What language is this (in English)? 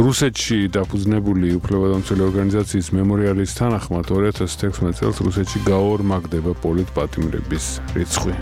Georgian